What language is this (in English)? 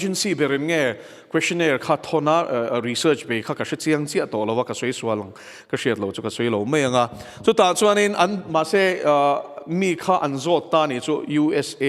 Mizo